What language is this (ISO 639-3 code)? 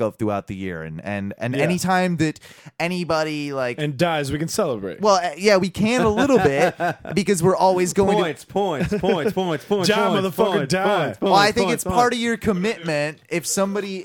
eng